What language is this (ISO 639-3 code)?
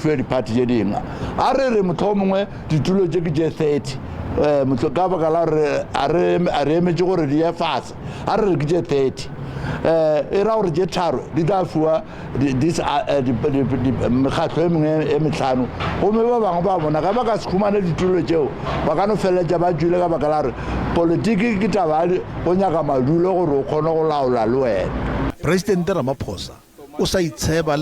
nso